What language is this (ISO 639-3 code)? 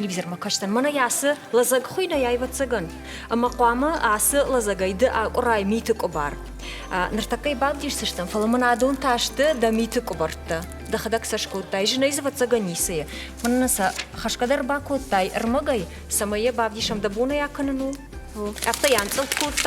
oss